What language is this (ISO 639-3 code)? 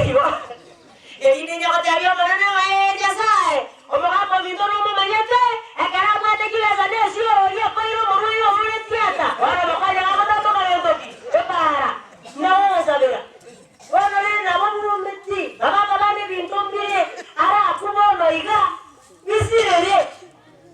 guz